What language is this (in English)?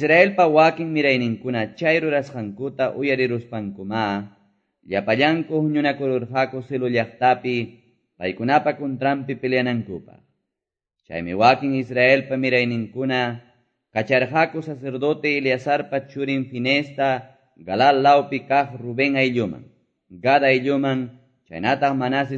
Quechua